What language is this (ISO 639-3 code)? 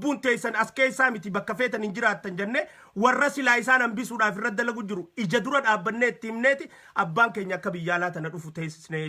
orm